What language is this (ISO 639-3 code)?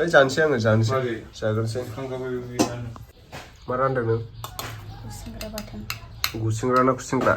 brx